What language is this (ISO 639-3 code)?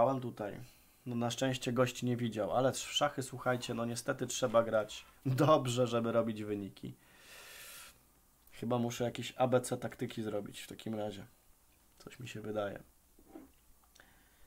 pol